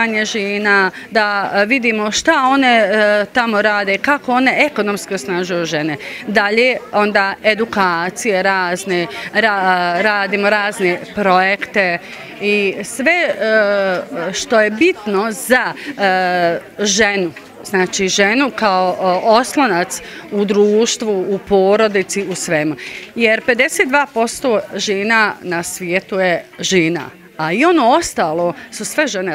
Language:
Bosnian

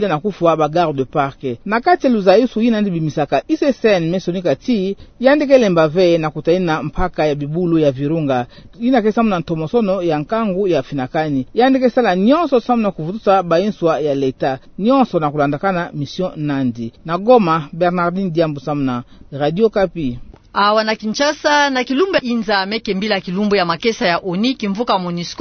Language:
Kituba (Democratic Republic of Congo)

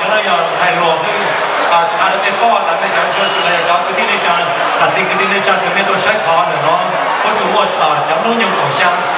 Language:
Hmong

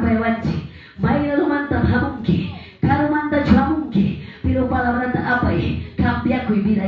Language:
Quechua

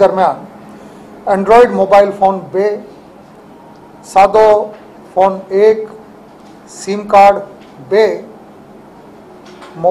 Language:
Gujarati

